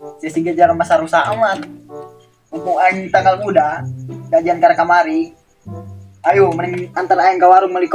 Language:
Sundanese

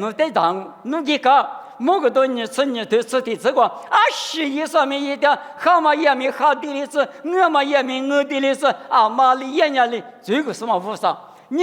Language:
Lisu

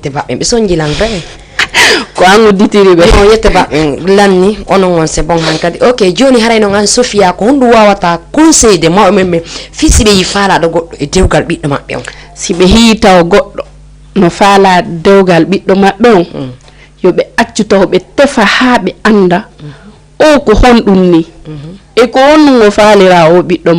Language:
Fula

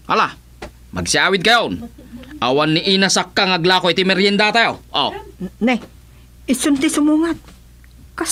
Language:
Iloko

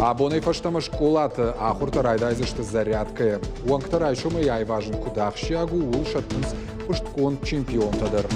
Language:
Ossetic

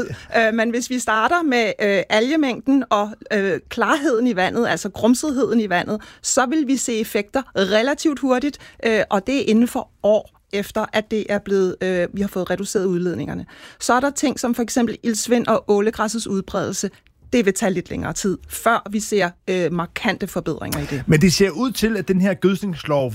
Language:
Danish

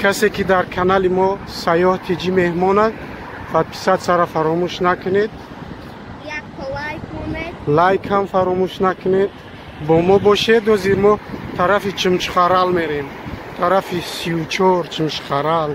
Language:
Tajik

